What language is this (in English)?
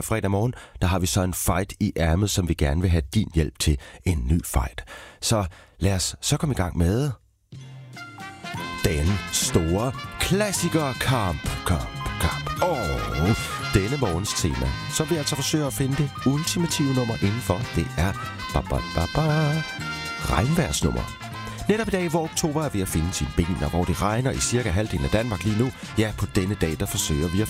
Danish